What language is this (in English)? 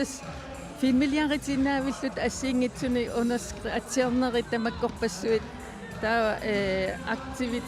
Kalaallisut